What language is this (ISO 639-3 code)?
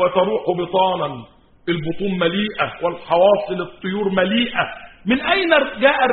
ara